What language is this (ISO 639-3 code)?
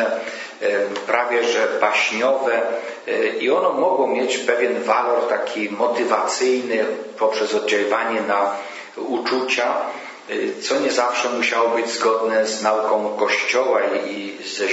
pol